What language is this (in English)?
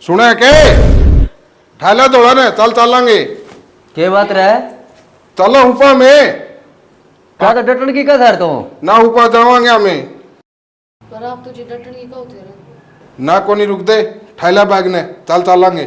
Haryanvi